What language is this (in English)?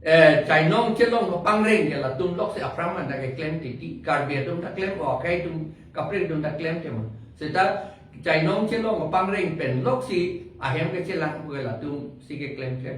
Karbi